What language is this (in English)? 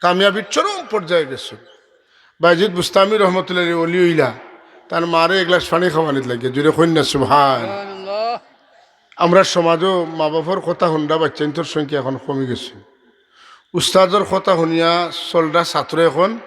Sylheti